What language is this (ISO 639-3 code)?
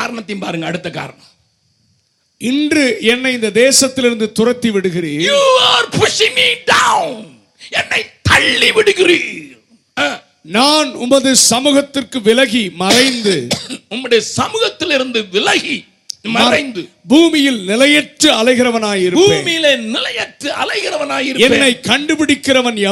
tam